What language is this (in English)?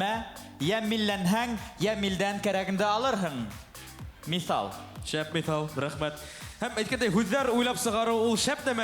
Bashkir